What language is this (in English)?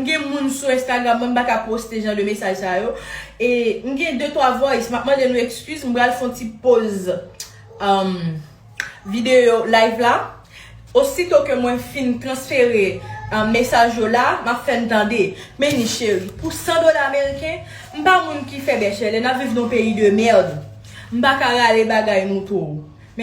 Haitian Creole